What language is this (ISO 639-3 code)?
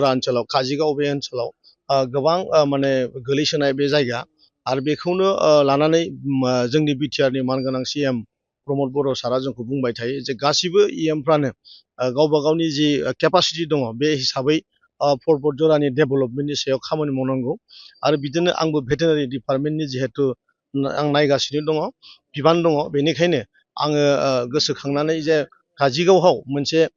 brx